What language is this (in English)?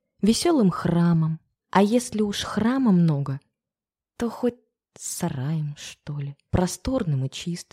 Russian